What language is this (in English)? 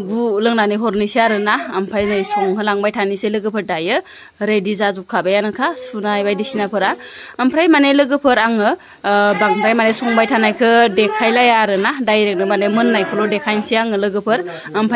Bodo